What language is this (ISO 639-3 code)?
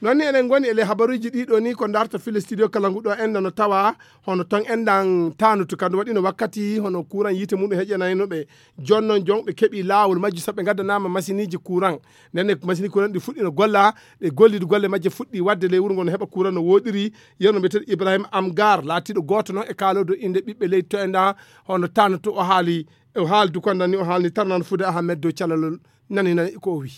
ful